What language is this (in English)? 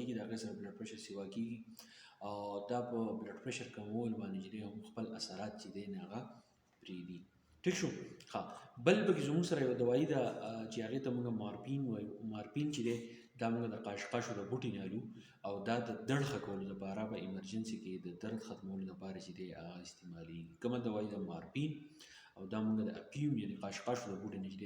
Pashto